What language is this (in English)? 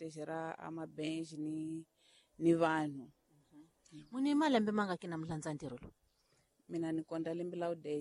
Tsonga